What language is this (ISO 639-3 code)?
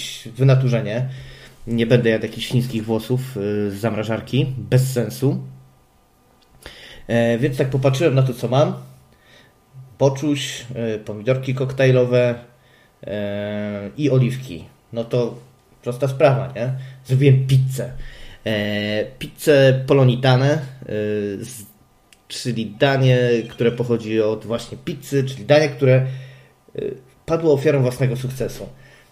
pol